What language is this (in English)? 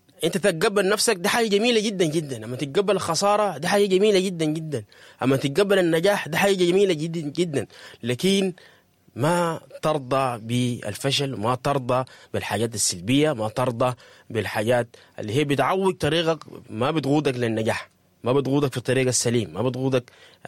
Sudanese Arabic